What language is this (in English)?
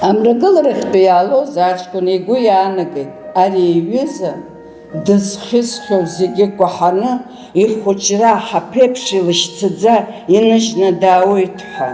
Abkhazian